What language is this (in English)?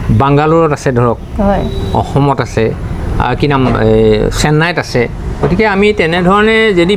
Assamese